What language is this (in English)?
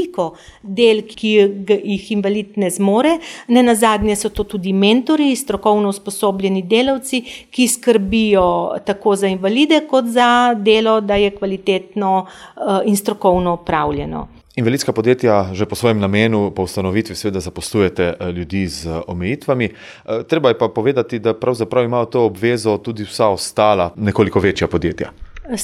Slovenian